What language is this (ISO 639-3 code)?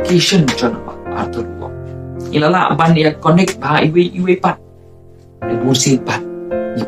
kha